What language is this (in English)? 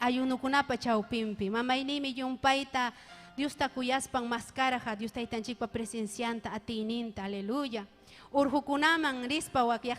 Ayacucho Quechua